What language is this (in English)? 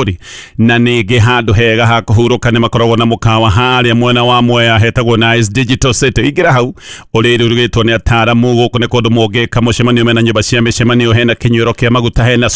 Kikuyu